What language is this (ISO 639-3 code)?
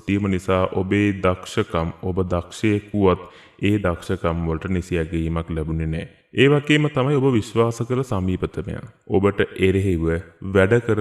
sin